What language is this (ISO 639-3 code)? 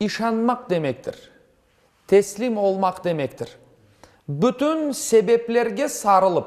crh